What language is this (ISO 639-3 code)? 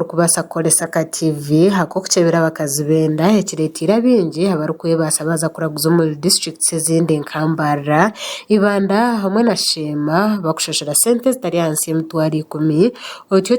nyn